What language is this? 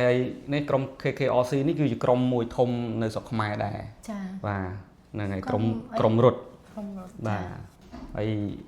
Khmer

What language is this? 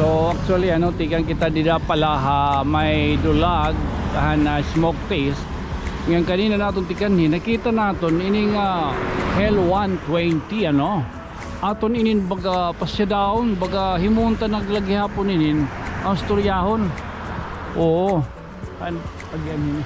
Waray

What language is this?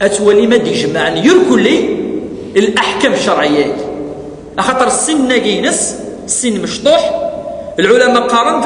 Kabyle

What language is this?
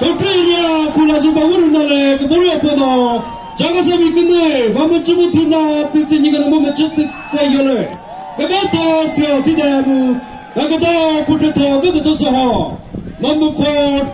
Chokri Naga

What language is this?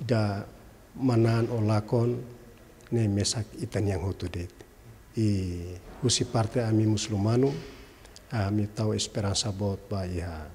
Tetum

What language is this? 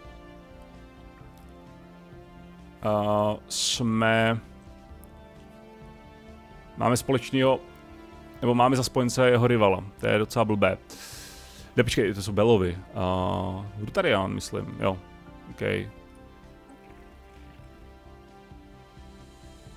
Czech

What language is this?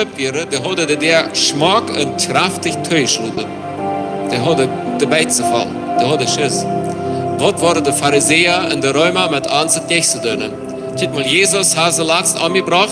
Plautdietsch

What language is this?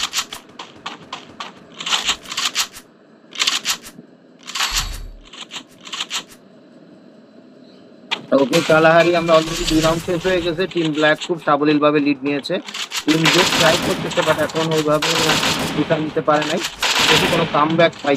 Bangla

